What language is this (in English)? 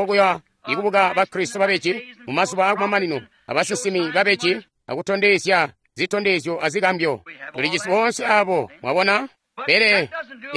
Tonga (Zambia)